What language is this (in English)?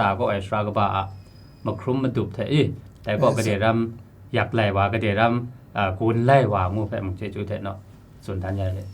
Kachin